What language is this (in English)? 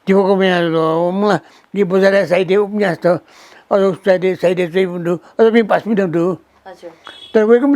Newari